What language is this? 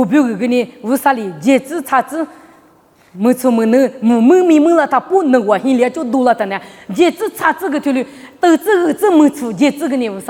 Lisu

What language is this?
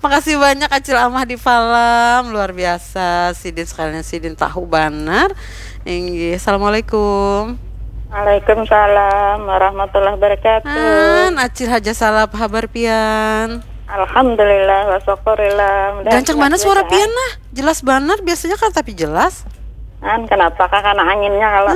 Banjar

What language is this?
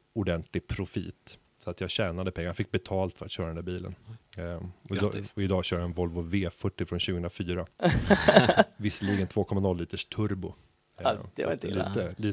Swedish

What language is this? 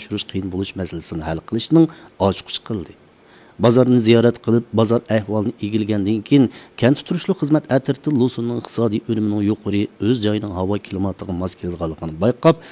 Uyghur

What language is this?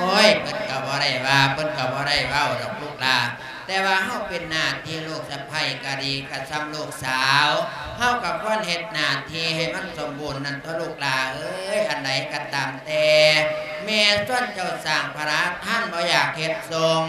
Lao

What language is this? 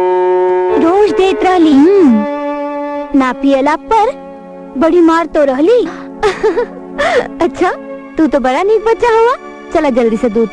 Bhojpuri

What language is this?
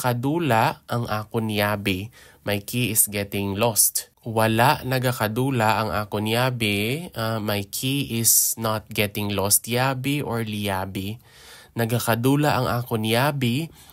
Hiligaynon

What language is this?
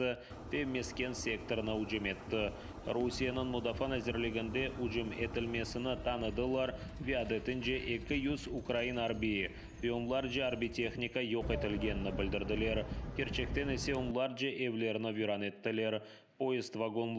Crimean Tatar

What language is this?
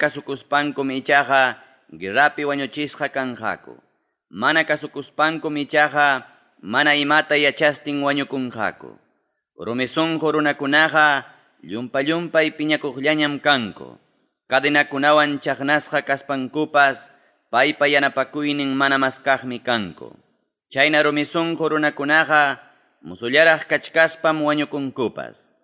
Ayacucho Quechua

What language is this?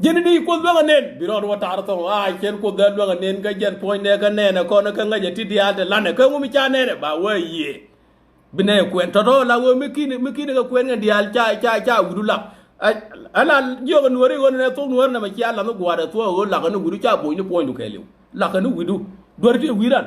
Nuer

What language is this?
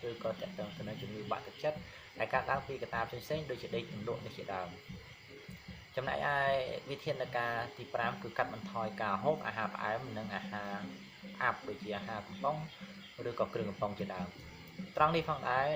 Khmer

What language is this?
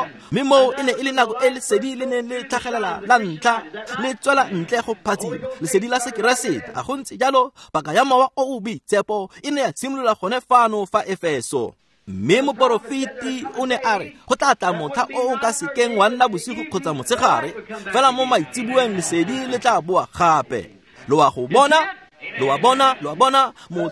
Tswana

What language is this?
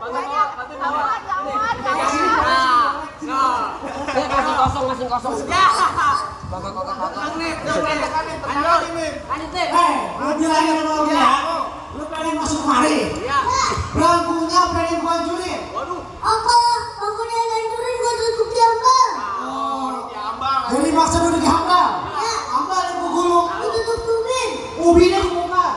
Betawi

